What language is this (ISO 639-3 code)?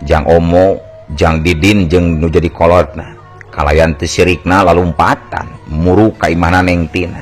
sun